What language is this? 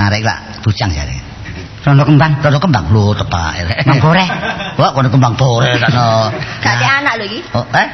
Javanese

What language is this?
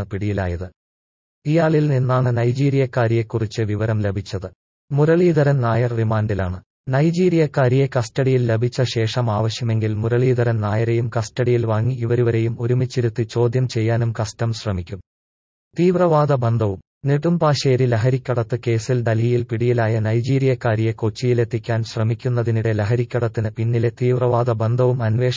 Malayalam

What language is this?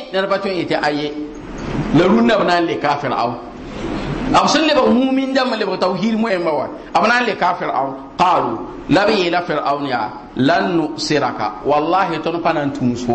Mossi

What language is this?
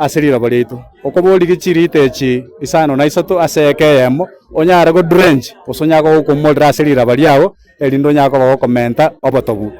Gusii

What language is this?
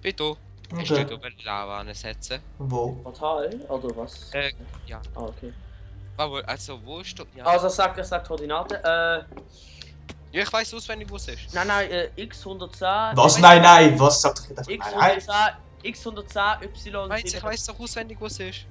Swiss German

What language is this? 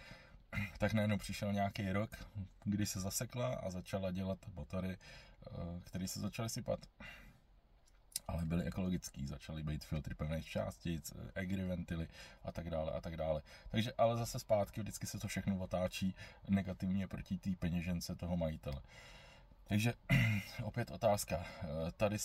Czech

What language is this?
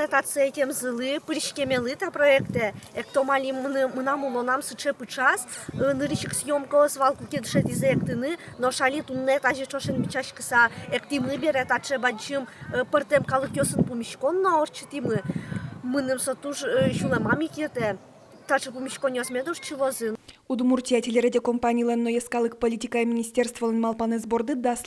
Udmurt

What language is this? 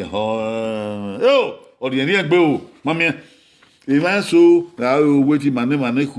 Bini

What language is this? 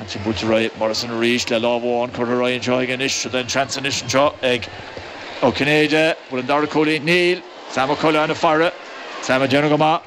Irish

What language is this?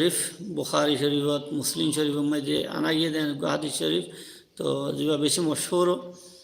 Rohingya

